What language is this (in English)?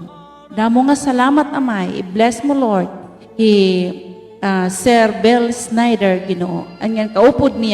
Waray